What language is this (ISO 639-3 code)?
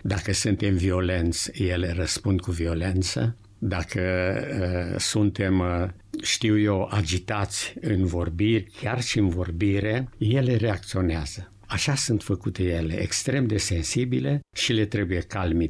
ron